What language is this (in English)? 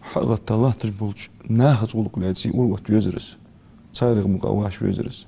Ingush